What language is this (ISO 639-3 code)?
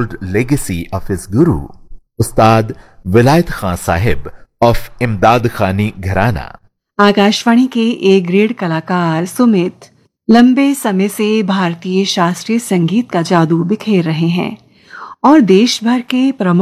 hin